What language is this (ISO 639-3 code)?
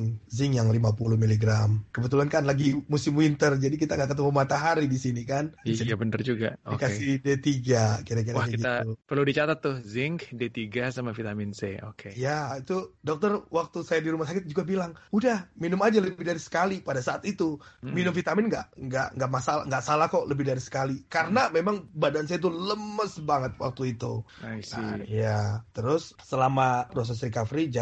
ind